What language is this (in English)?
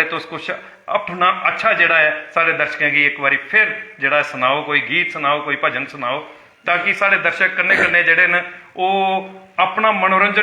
Dogri